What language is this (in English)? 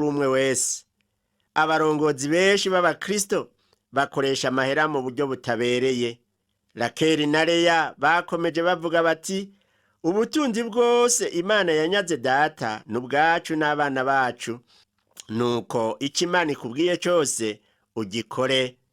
Rundi